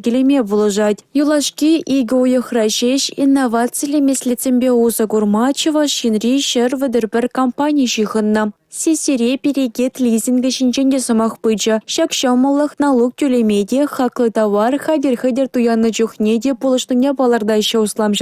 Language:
Chuvash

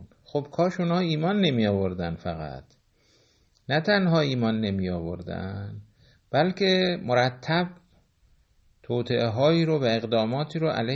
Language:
Persian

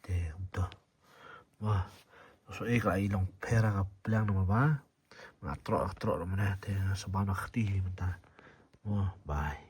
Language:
Khasi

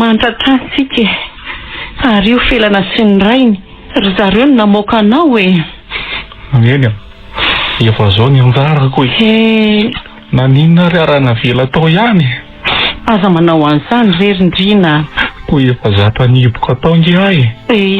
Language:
Malagasy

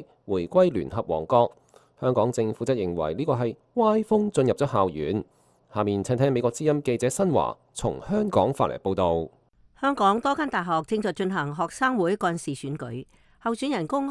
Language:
Cantonese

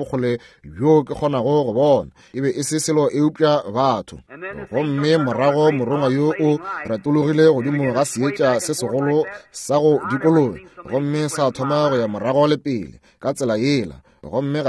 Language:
Northern Sotho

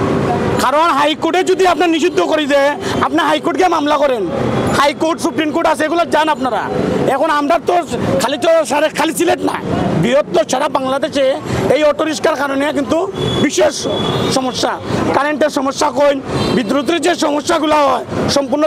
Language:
Sylheti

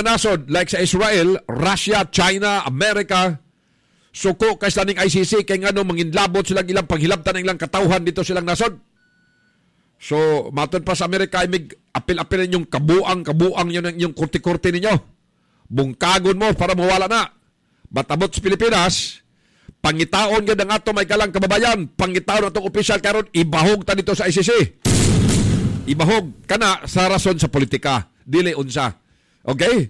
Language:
Cebuano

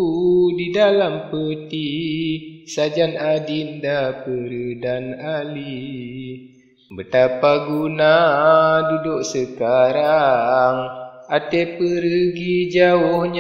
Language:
Achinese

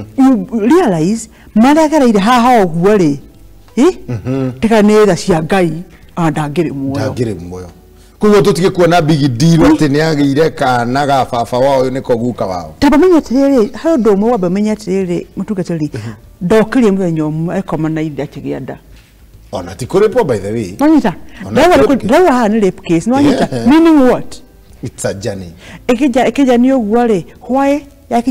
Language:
Kikuyu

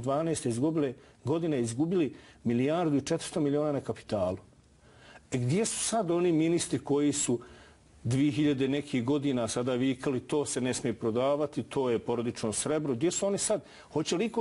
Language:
Bosnian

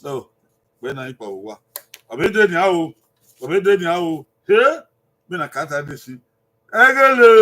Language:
Bini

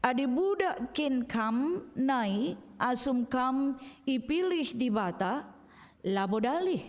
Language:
Batak Karo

